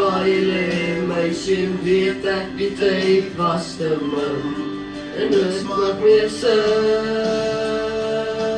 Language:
Afrikaans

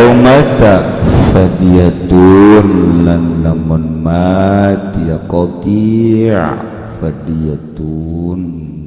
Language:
Sundanese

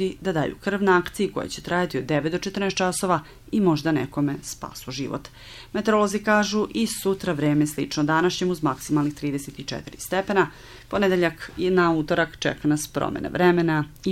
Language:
Serbian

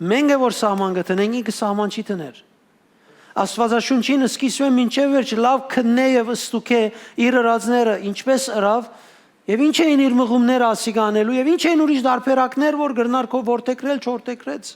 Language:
Western Armenian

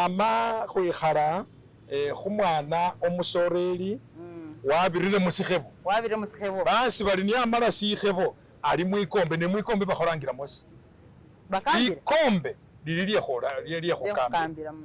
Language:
Masaaba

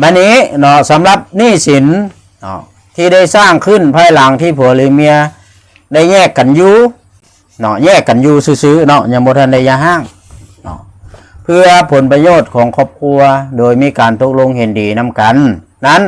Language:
Lao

